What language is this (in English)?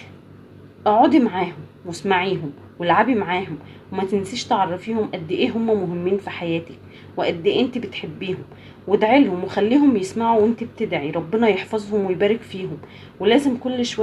Egyptian Arabic